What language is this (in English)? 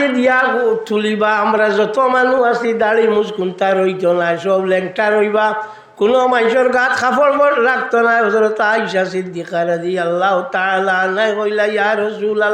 Sylheti